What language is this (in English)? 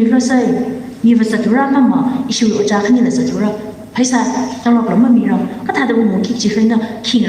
Tangkhul Naga (India)